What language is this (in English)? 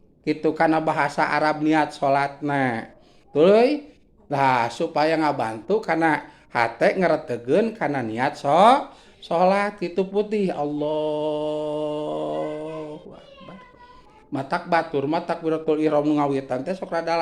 Sundanese